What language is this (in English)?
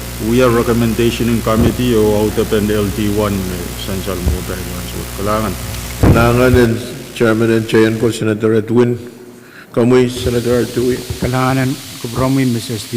Pohnpeian